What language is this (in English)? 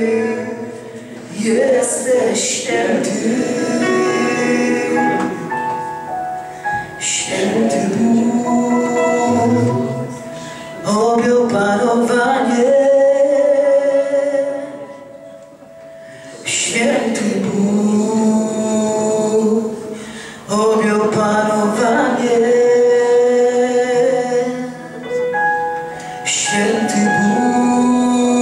Polish